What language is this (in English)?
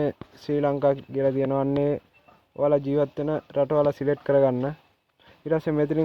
Sinhala